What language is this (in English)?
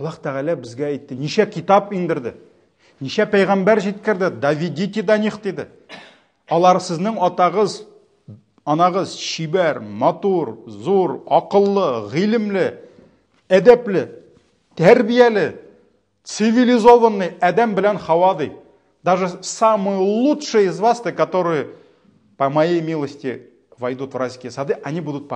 Tatar